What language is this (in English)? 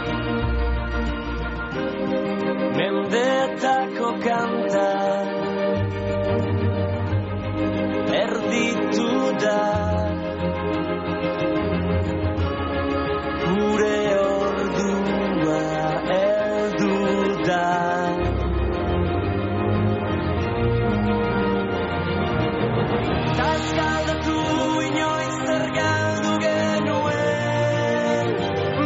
Basque